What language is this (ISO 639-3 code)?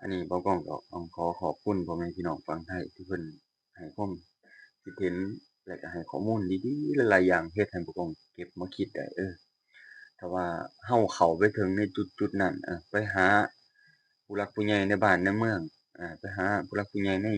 lao